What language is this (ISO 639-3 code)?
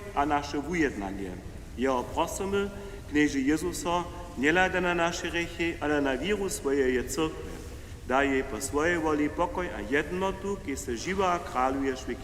hsb